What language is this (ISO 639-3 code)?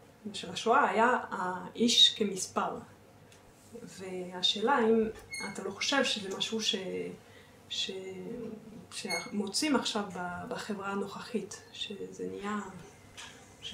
heb